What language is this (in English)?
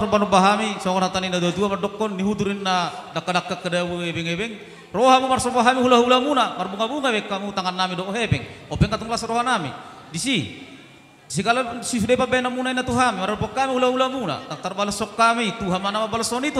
Batak Toba